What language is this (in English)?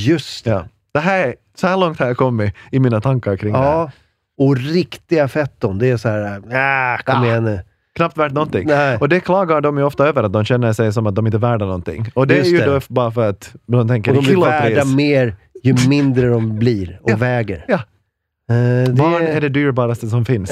Swedish